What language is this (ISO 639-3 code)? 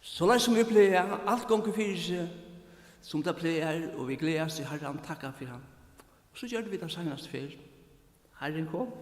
fao